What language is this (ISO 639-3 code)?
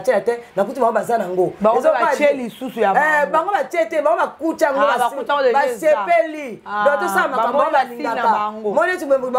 lin